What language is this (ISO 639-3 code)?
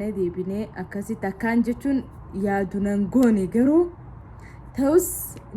orm